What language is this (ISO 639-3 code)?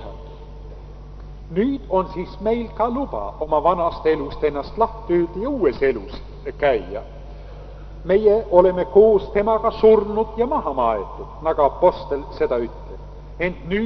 est